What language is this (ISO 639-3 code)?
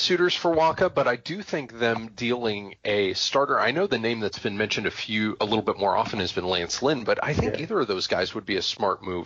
eng